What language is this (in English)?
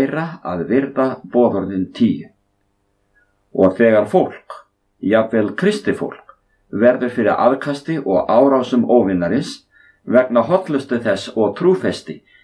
Icelandic